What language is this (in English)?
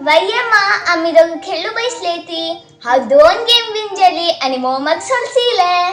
Konkani